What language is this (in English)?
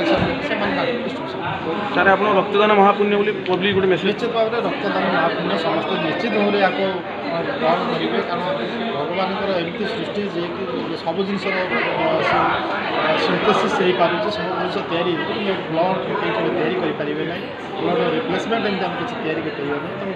Odia